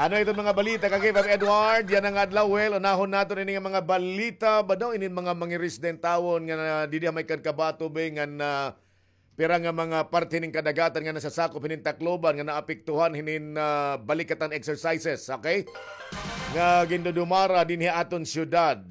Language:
Waray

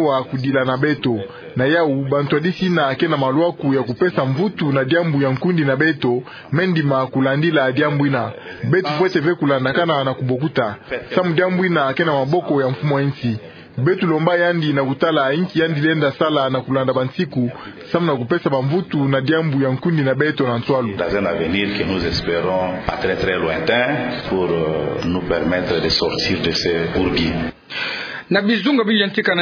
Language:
Kituba (Democratic Republic of Congo)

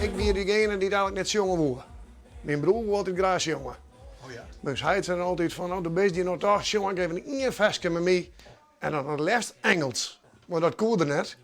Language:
Western Frisian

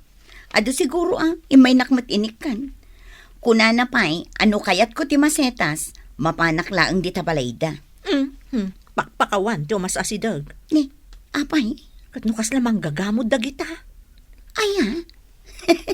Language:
Iloko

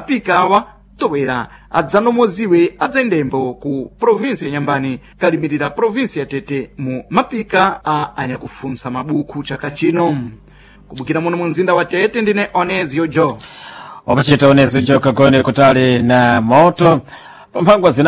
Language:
Sena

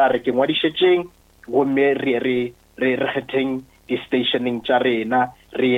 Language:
Northern Sotho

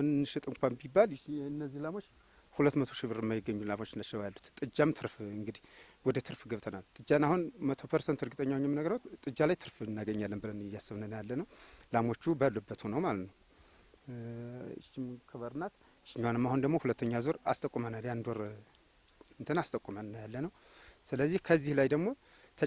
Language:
Amharic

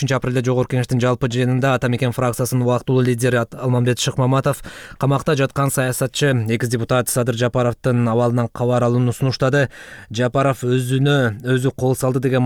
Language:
Kyrgyz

